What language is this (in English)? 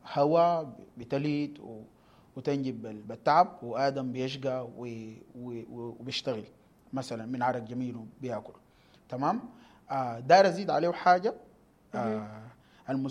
Sudanese Arabic